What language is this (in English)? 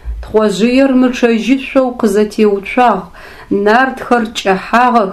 Adyghe